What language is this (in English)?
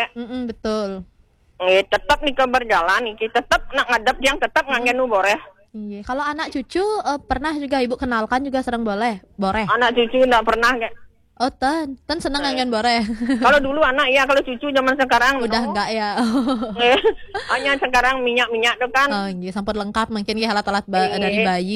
Balinese